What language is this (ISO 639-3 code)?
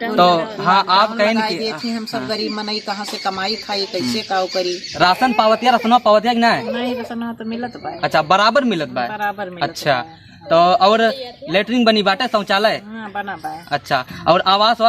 awa